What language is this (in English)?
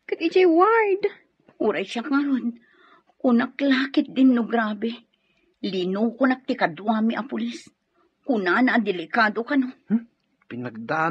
Iloko